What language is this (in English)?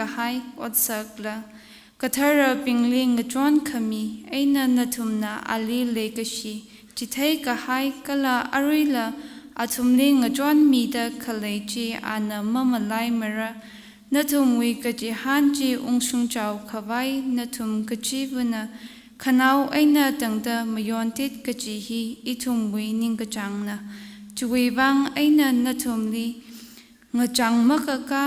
Tangkhul Naga (India)